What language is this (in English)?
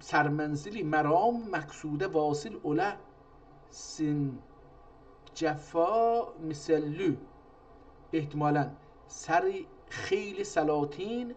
South Azerbaijani